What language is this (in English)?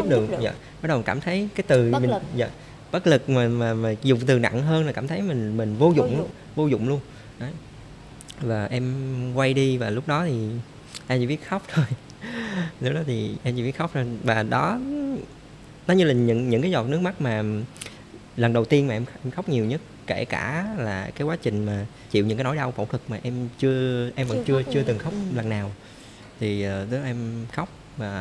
Vietnamese